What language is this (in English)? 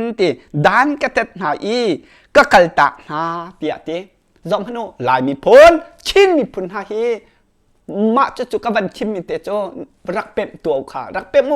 Hakha Chin